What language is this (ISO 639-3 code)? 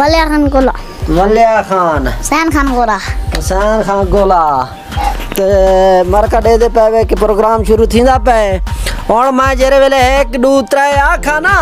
skr